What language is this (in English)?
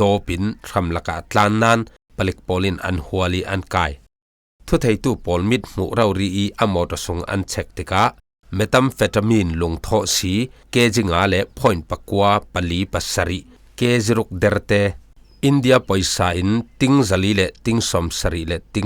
Falam Chin